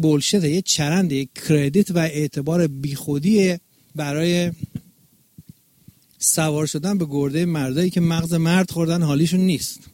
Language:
Persian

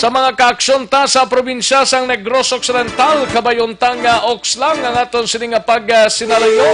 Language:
Hiligaynon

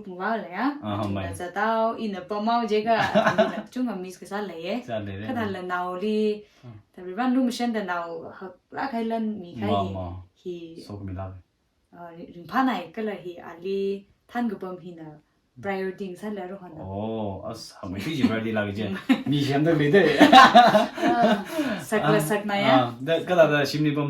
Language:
Tangkhul Naga (India)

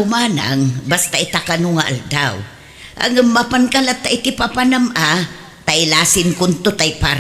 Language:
Iloko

